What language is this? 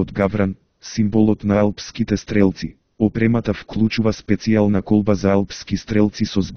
Macedonian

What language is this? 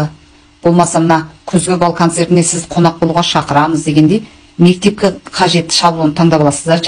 Kazakh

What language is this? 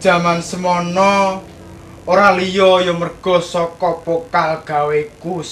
Javanese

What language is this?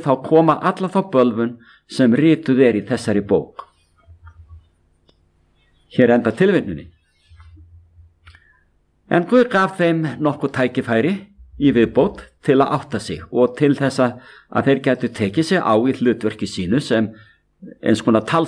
Icelandic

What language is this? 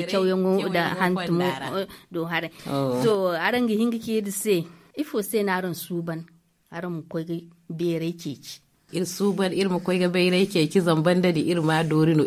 Zarma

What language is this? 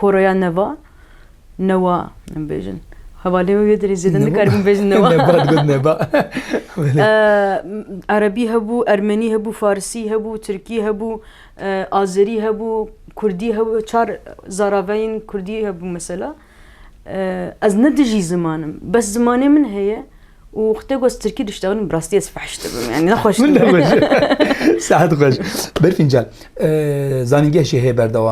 Kurdish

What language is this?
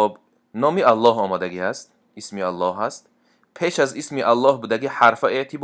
Tajik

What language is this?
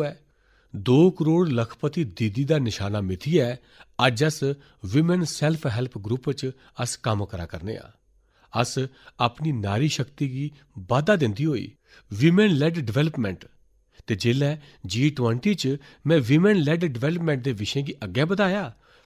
Dogri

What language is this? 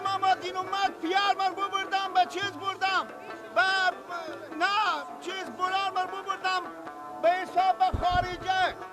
Persian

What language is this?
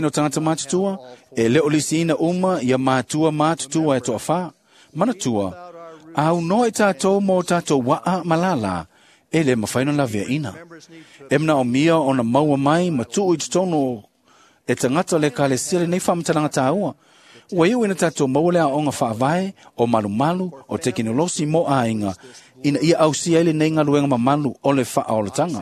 Samoan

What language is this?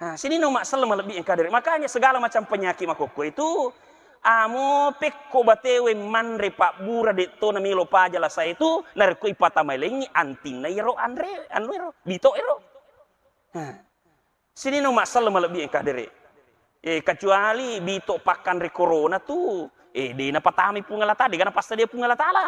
Buginese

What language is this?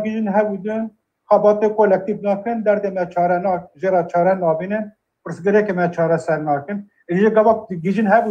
Kurdish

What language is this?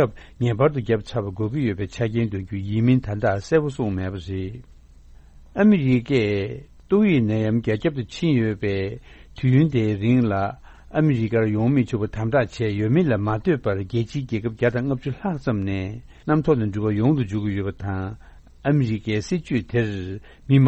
Tibetan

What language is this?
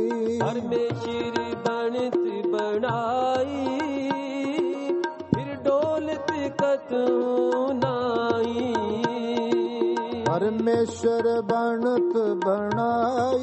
Punjabi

